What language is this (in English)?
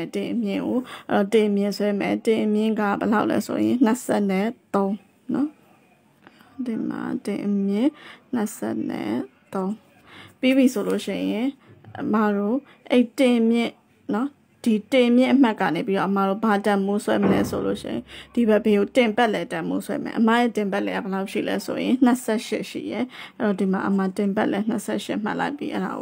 Burmese